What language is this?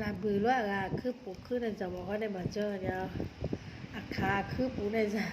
Akha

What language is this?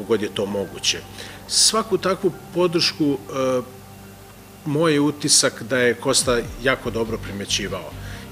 Serbian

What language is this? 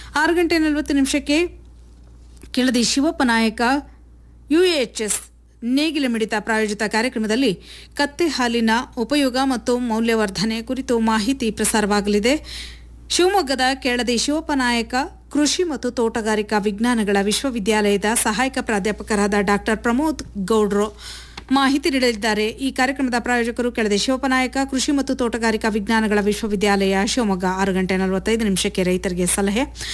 Kannada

